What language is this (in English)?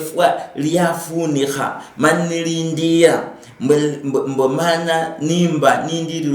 Luyia